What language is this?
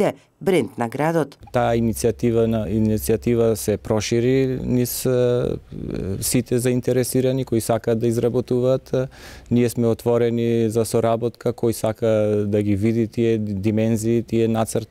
Macedonian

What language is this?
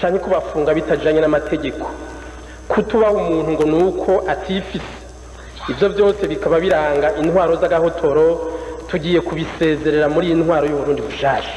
Rundi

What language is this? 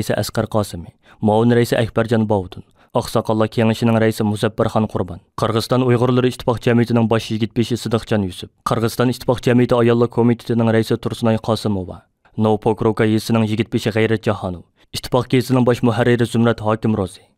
Uyghur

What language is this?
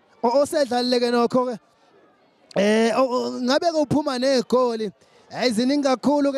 Zulu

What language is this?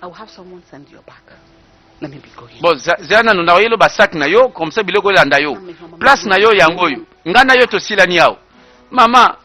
Lingala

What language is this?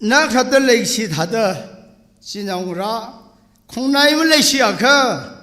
Tangkhul Naga (India)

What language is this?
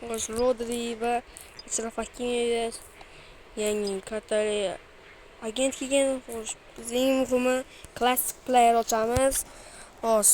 Uzbek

